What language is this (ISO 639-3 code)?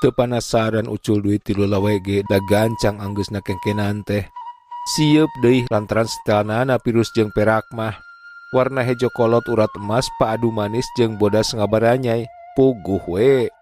sun